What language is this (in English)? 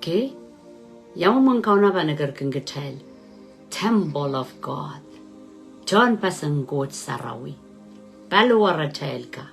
Pohnpeian